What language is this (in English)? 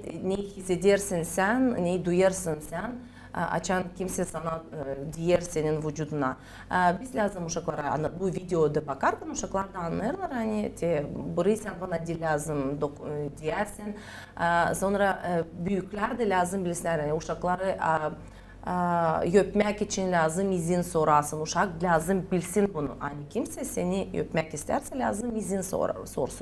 Gagauz